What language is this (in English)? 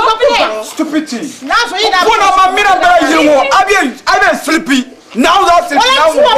Dagbani